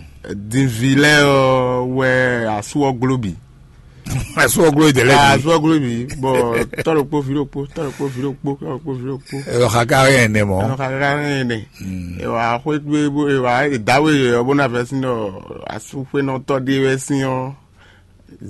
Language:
Fon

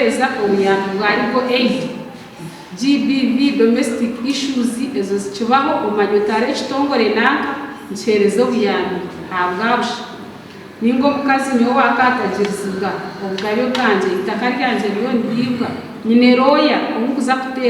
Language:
Nyankole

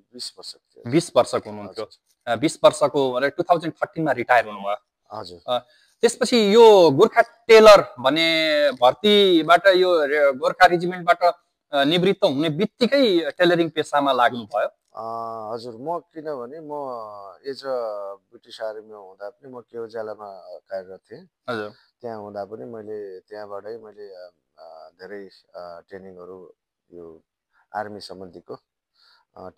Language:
Nepali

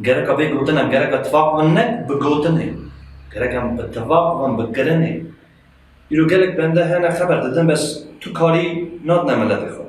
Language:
Kurdish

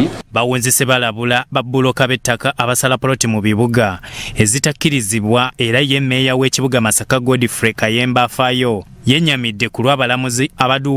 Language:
Ganda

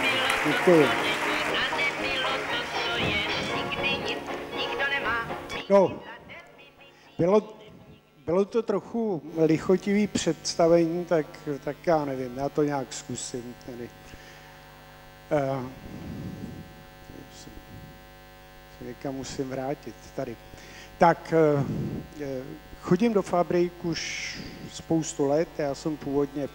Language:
Czech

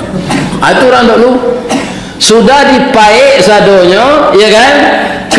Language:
Minangkabau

